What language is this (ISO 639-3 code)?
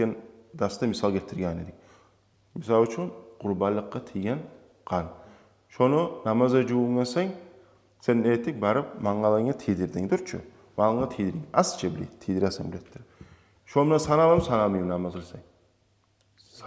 kum